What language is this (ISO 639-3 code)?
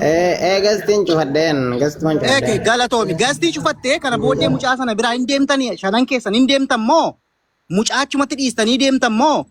orm